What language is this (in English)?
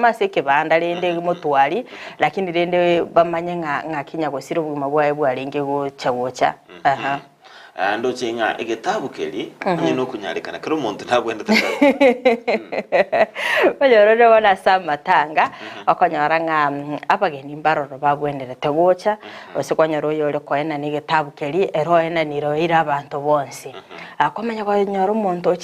Gusii